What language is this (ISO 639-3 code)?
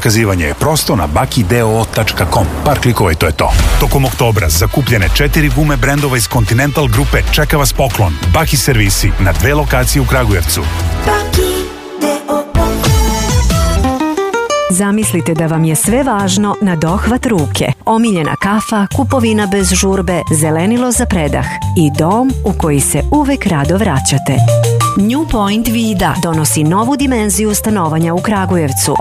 srp